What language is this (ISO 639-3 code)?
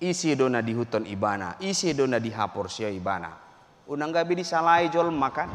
bbc